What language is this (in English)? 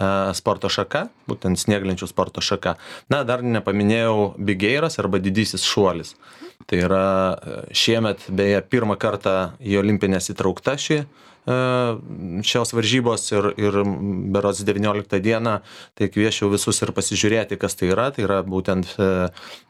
Lithuanian